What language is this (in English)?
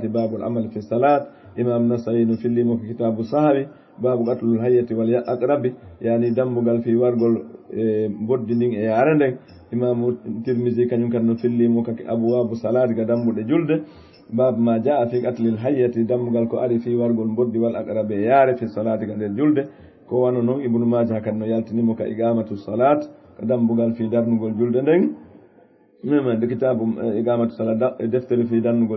Fula